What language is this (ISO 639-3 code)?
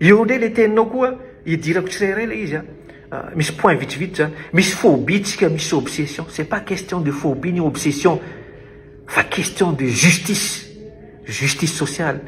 mlg